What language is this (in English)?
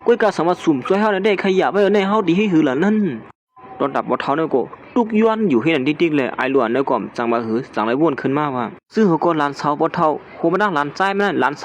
Shan